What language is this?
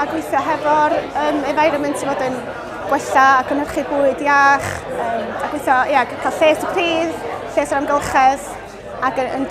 Welsh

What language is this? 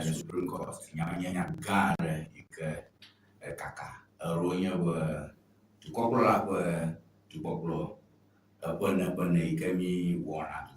Ewe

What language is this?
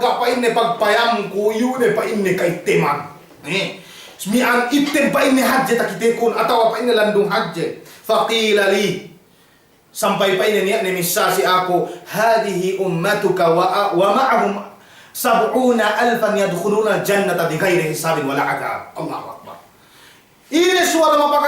Yakan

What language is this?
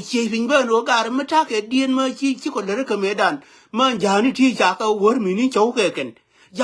Nuer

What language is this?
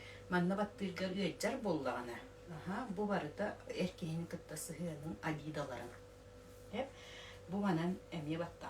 Yakut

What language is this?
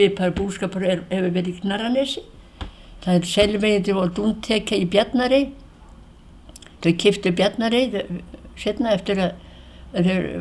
Icelandic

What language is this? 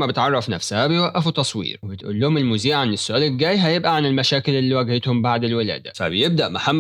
Egyptian Arabic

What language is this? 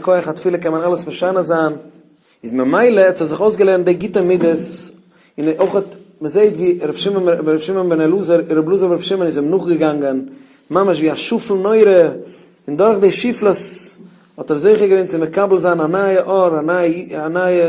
Yiddish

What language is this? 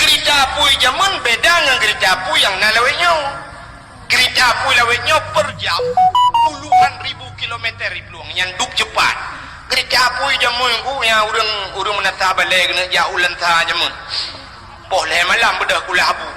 Achinese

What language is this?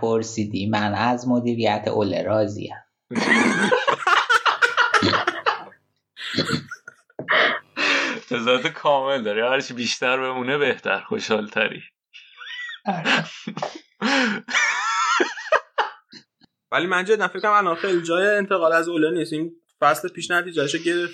Persian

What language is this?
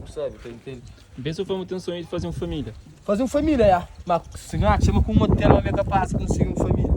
Kabuverdianu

